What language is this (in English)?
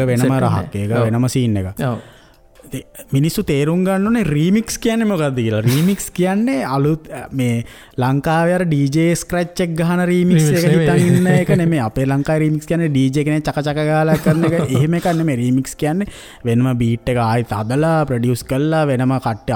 Sinhala